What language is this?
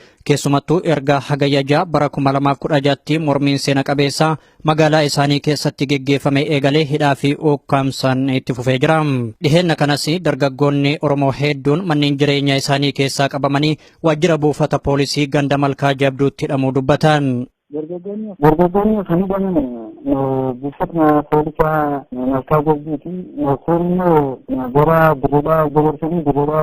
Oromo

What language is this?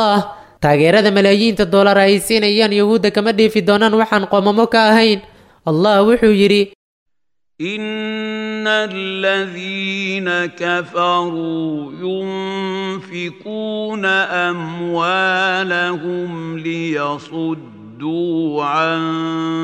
Somali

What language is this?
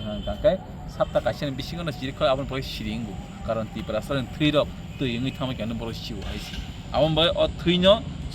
Kok Borok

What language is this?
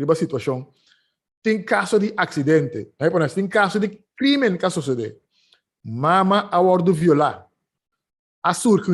Papiamento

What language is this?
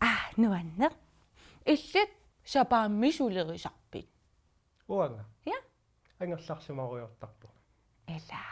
Kalaallisut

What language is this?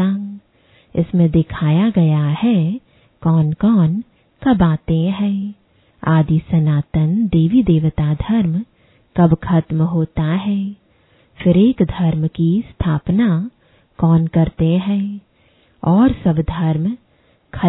Hindi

